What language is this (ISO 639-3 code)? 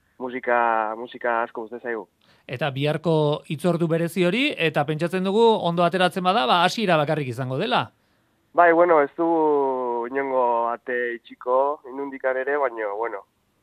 eus